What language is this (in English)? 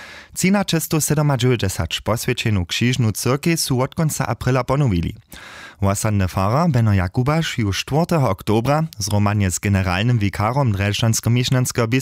Upper Sorbian